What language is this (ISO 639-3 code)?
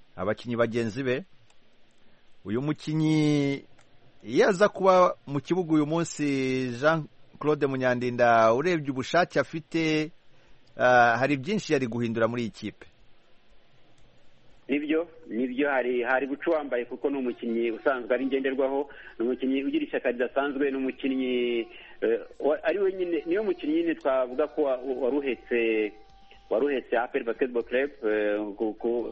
kin